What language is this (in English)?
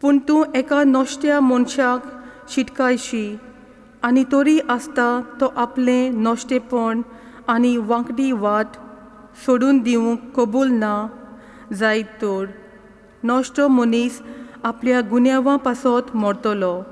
Konkani